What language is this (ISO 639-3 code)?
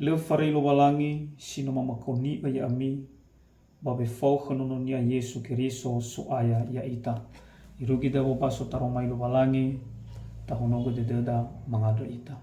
nia